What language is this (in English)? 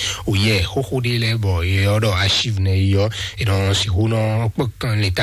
Fon